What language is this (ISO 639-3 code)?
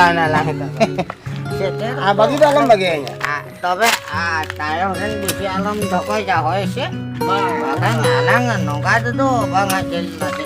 sat